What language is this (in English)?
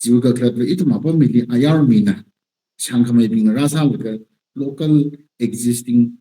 Tangkhul Naga (India)